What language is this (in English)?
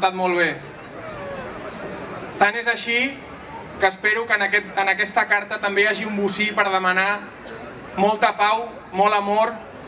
Catalan